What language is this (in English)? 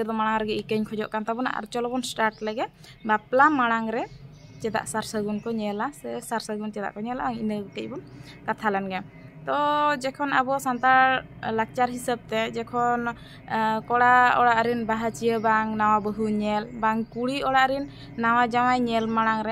Santali